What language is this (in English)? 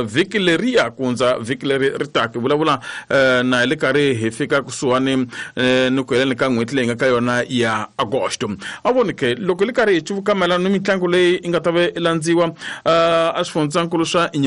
Tsonga